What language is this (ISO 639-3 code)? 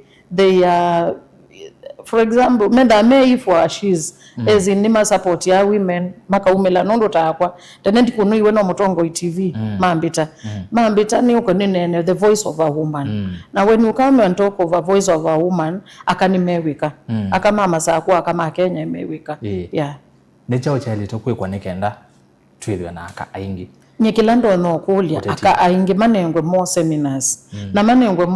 kam